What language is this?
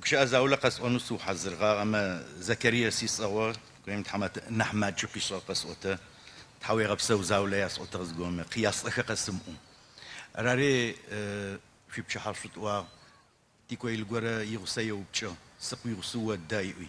Adyghe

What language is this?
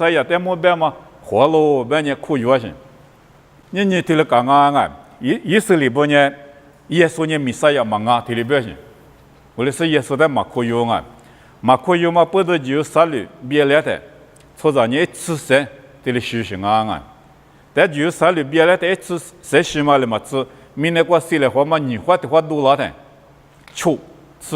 Lisu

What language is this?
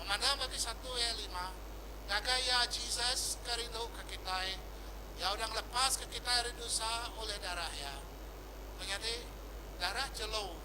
Iban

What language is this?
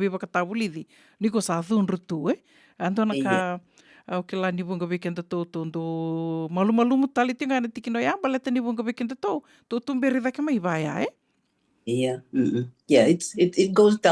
Fijian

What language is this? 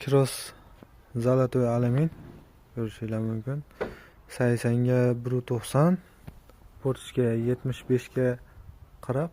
Uzbek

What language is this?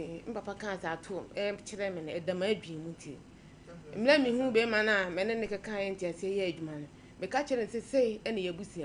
Akan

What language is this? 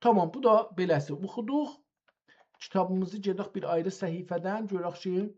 South Azerbaijani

